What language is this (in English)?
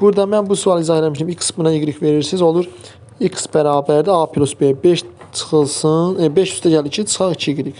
Azerbaijani